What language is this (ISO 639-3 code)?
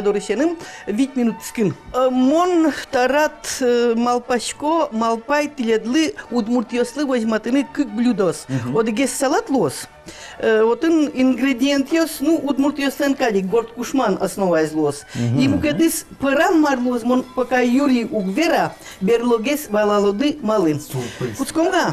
udm